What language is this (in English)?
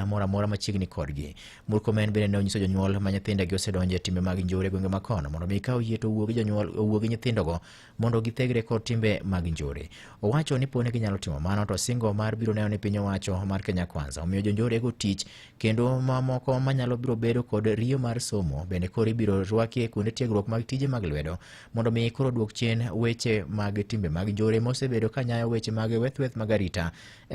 Luo (Kenya and Tanzania)